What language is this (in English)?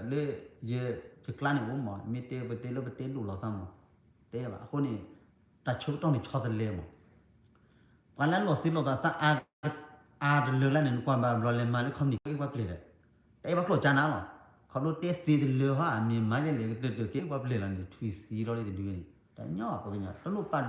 S'gaw Karen